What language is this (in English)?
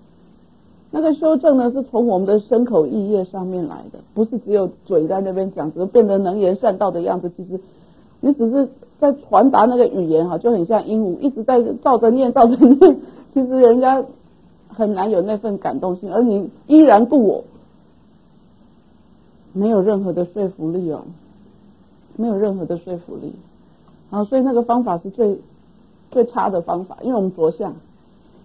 Chinese